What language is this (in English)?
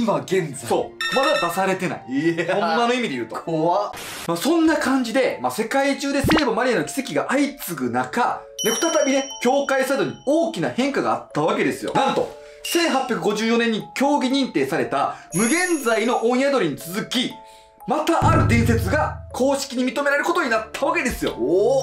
Japanese